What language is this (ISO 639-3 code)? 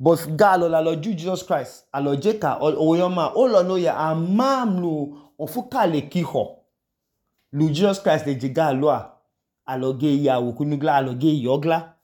idu